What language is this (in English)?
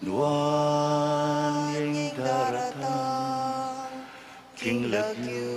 Pampanga